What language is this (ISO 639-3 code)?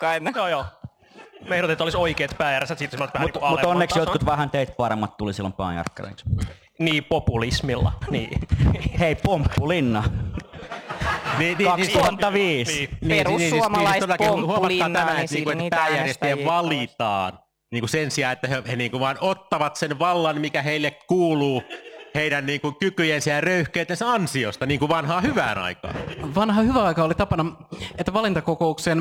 fin